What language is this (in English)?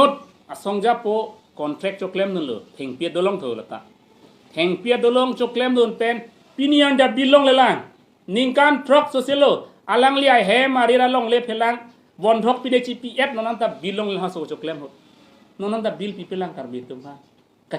Karbi